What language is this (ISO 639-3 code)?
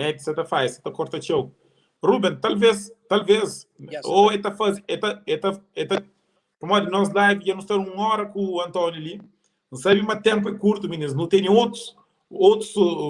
kea